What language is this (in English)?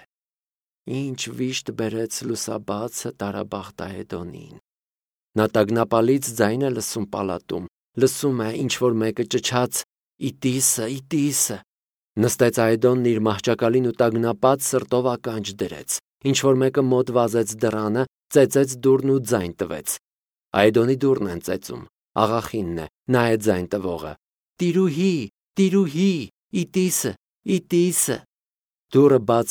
Armenian